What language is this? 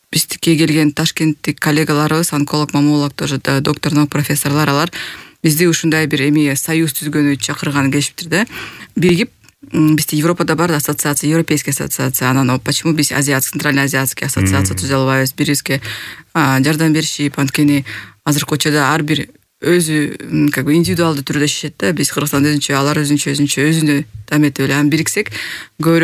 Kyrgyz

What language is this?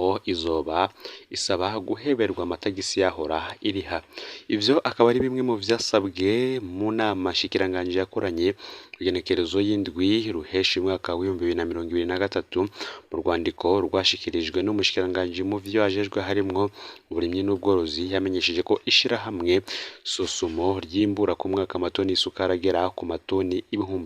Rundi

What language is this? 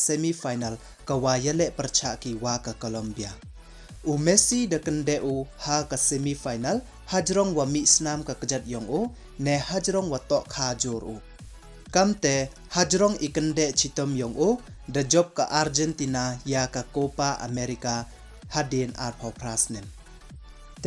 Pnar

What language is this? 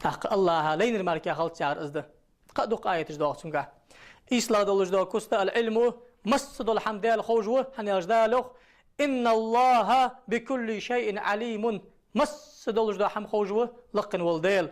Ingush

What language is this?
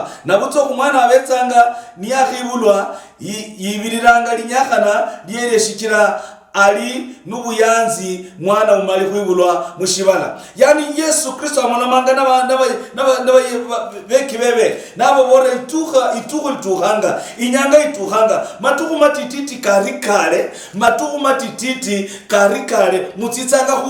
Luyia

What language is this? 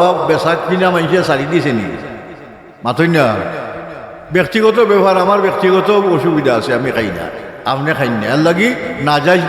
Sylheti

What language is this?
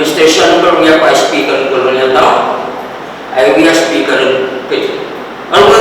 Pohnpeian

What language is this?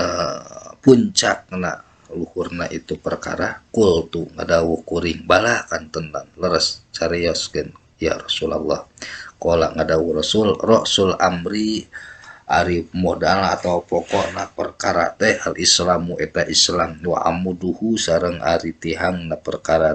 Sundanese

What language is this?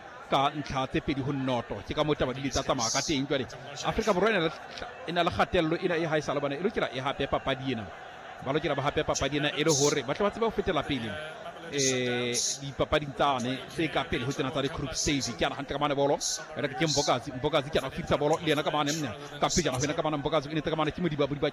Southern Sotho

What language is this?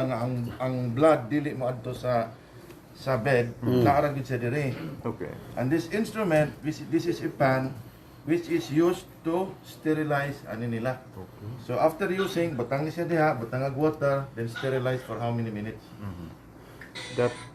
Cebuano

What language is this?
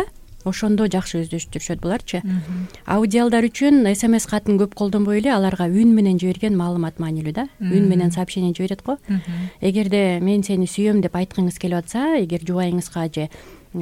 Kyrgyz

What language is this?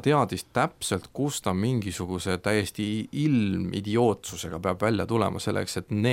Estonian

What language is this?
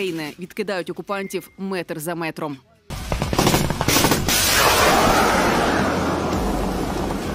Ukrainian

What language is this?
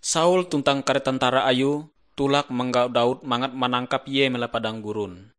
Ngaju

